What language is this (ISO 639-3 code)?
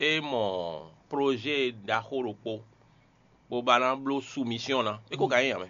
fon